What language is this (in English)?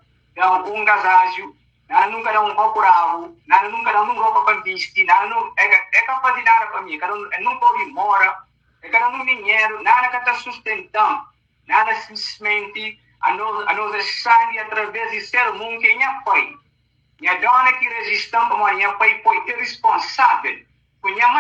Kabuverdianu